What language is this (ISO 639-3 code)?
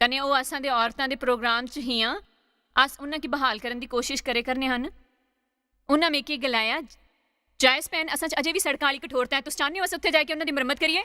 doi